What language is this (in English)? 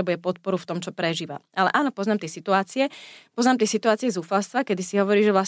Slovak